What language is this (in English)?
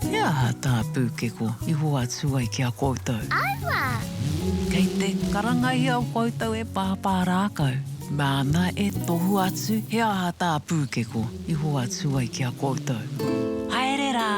Māori